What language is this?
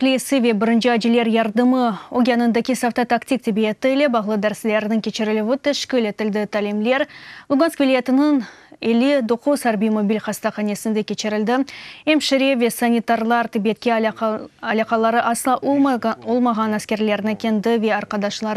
Crimean Tatar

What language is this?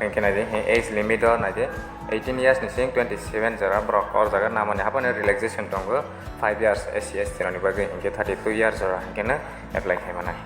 Kok Borok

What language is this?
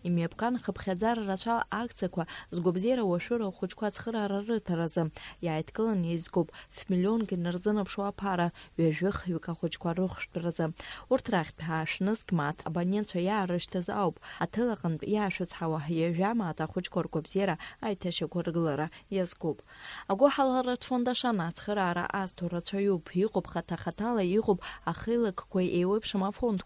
Abkhazian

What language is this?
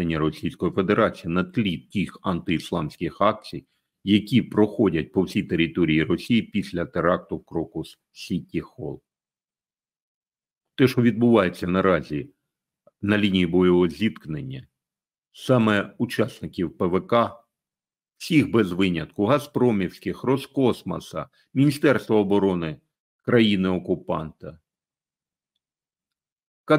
Ukrainian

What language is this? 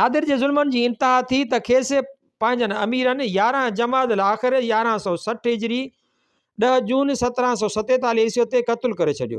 Sindhi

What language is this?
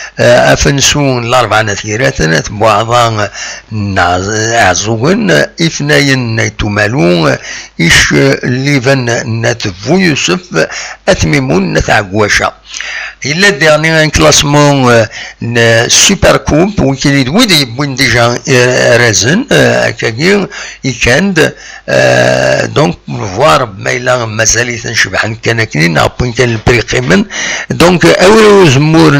Kabyle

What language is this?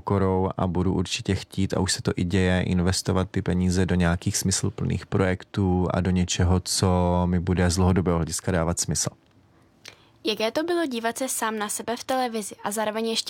Czech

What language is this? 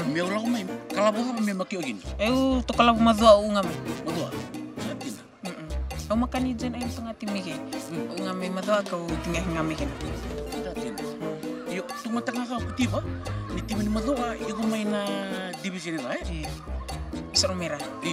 Fijian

